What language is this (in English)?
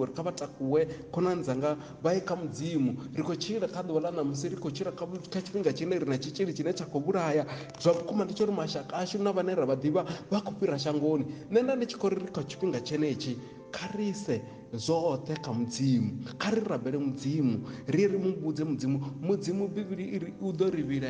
Venda